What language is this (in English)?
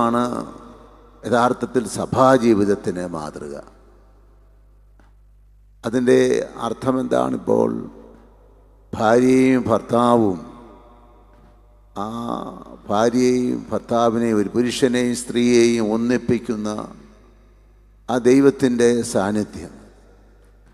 Malayalam